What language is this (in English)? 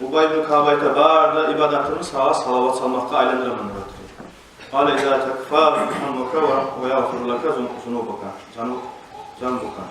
Kumyk